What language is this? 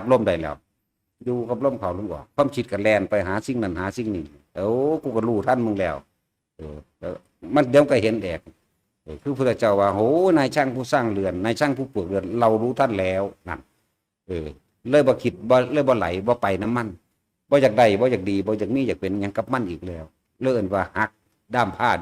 Northeastern Thai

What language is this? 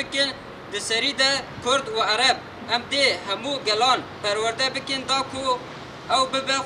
Kurdish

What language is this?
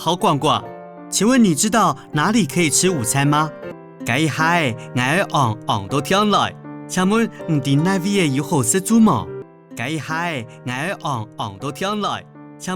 Hakka Chinese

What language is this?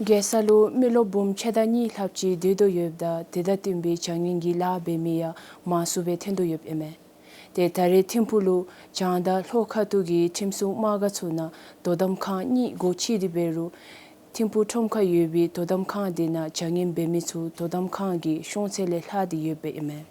Dzongkha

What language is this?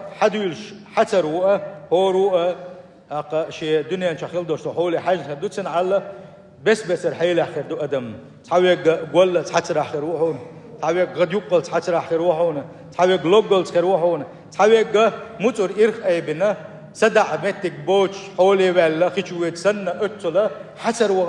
Chechen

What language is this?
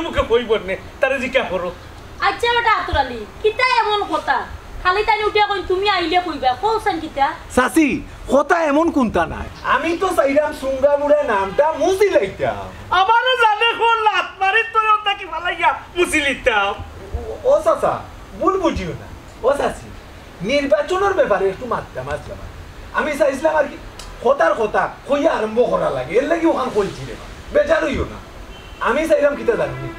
Sylheti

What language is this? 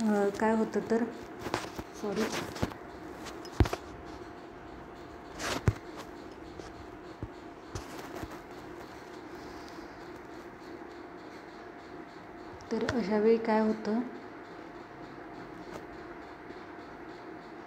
Marathi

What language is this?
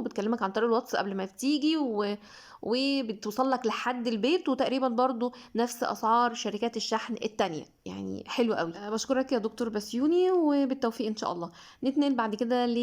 Egyptian Arabic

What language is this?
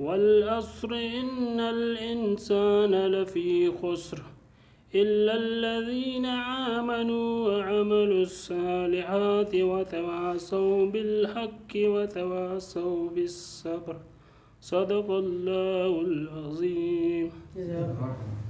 Brahui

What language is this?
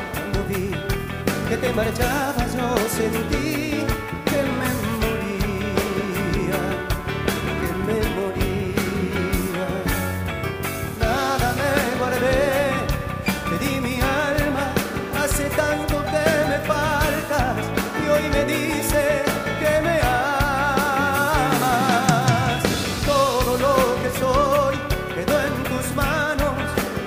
Spanish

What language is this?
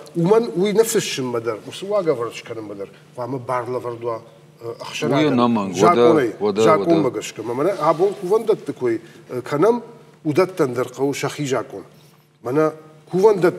Ossetic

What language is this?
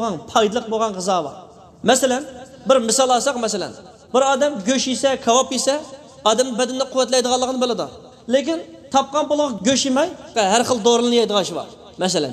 Uyghur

